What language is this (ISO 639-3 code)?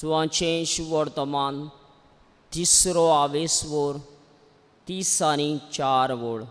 kok